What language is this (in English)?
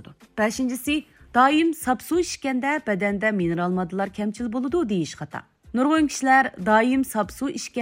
Uyghur